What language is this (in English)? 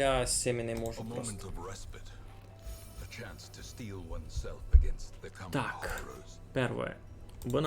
Rusyn